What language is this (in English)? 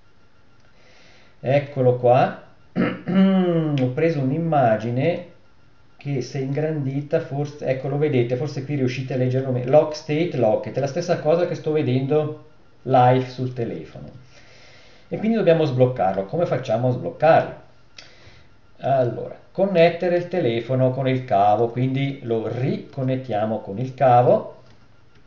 Italian